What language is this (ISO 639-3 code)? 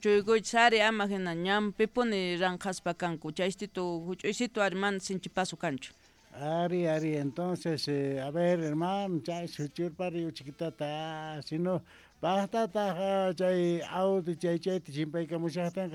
que